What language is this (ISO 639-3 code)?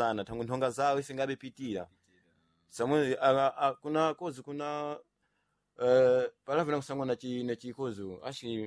seh